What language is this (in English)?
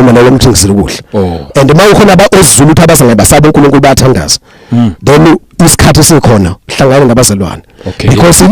Zulu